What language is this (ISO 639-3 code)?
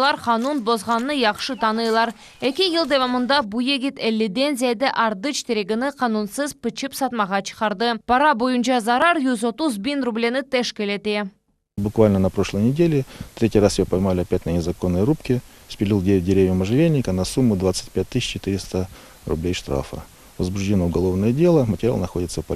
crh